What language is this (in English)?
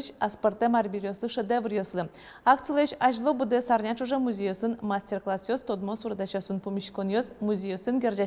Udmurt